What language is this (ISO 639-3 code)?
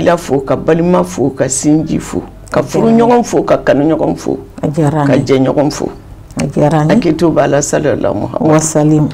bam